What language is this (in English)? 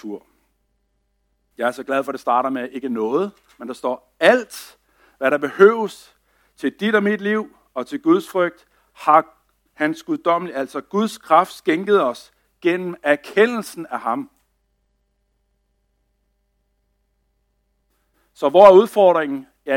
Danish